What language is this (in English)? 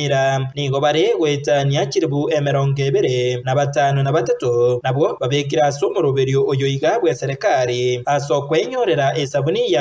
Gusii